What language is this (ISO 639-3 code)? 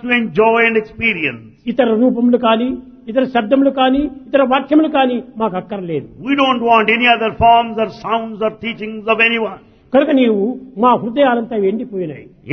tel